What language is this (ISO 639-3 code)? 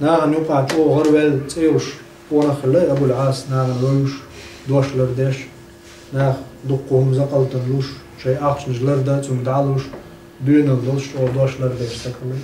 che